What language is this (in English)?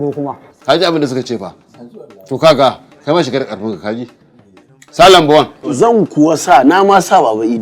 Hausa